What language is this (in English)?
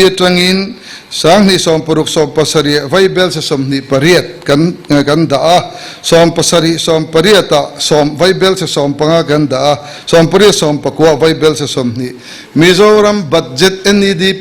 Mizo